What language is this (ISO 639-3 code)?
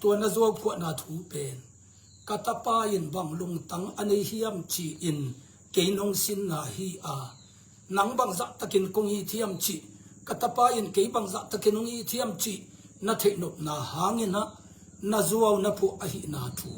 ctd